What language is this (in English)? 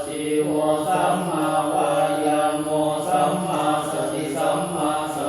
Pali